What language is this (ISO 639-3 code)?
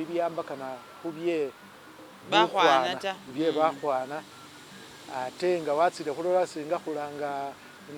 myx